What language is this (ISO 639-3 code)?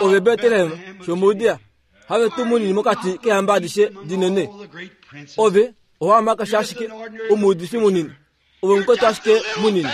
kua